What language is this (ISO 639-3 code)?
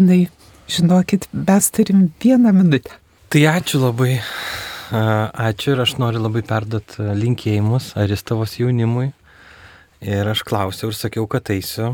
lit